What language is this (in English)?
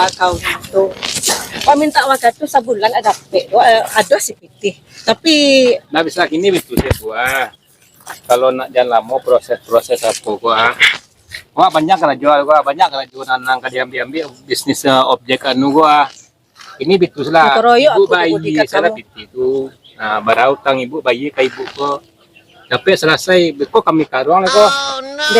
Minangkabau